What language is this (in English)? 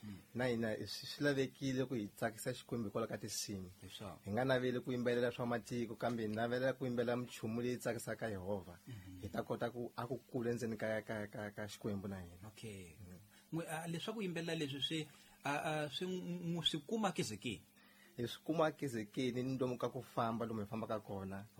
Tsonga